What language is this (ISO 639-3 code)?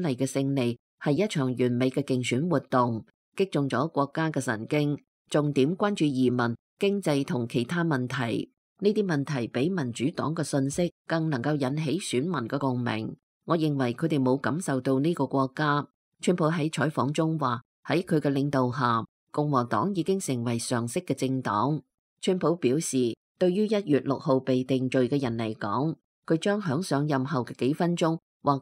yue